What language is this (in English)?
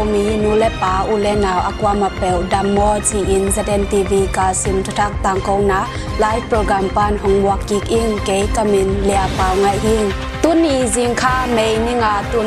Tedim Chin